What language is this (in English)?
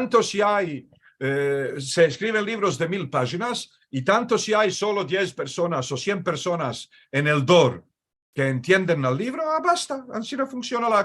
Ladino